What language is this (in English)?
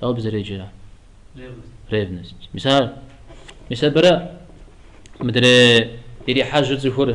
Kabardian